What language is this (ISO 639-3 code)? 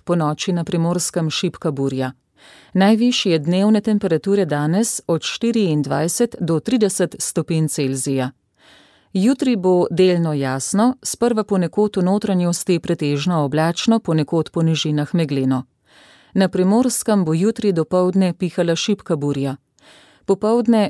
slv